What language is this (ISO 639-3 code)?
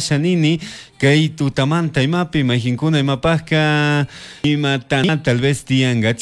qug